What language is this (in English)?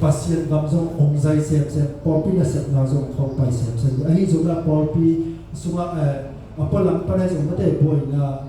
Tedim Chin